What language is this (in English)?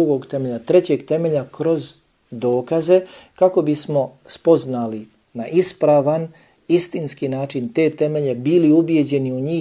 Bosnian